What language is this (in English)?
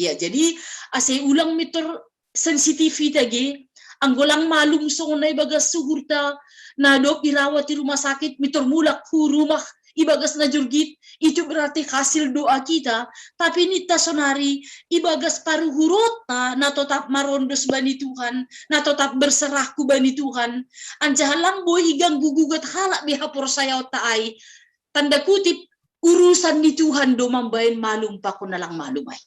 Batak Simalungun